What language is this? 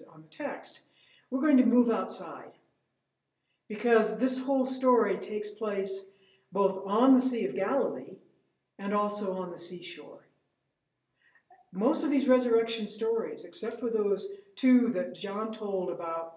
English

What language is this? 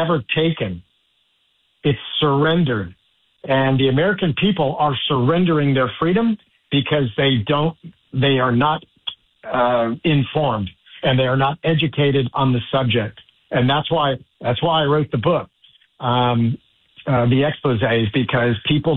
English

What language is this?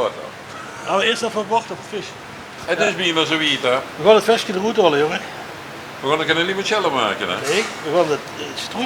Limburgish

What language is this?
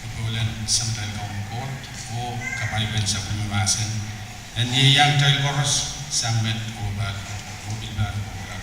Pohnpeian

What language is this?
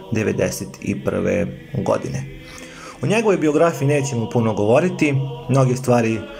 Serbian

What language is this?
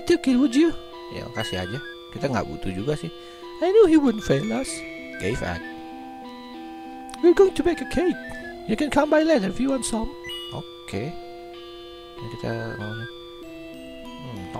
Indonesian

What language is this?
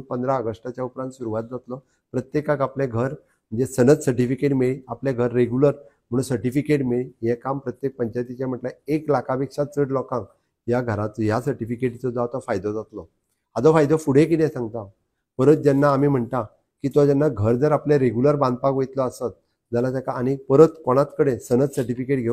Konkani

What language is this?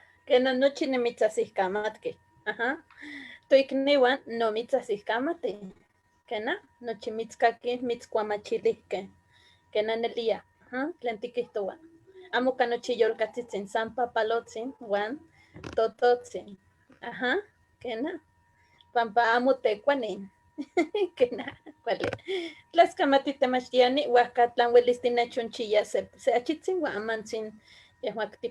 Eastern Huasteca Nahuatl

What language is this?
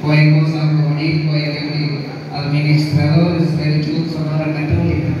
Kekchí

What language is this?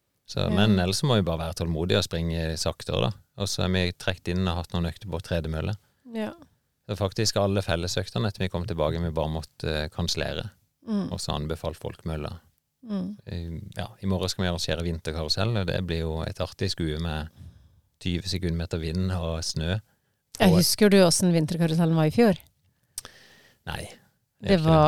Norwegian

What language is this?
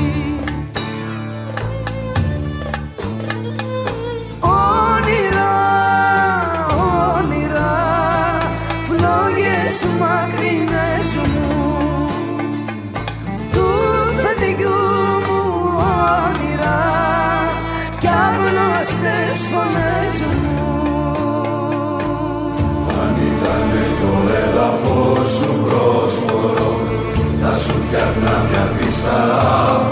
Greek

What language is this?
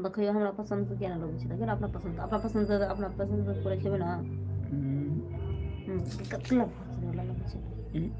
Maithili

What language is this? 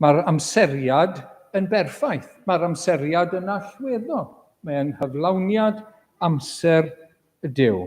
Welsh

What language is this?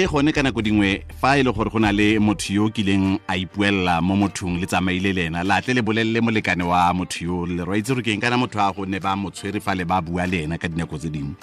Tswana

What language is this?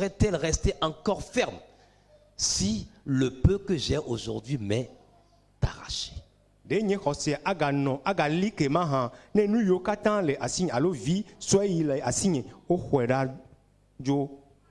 Ewe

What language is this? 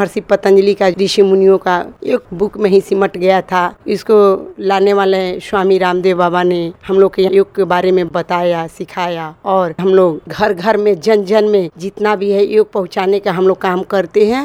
Hindi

